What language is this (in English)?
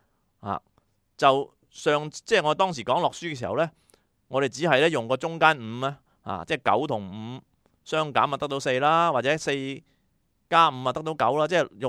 Cantonese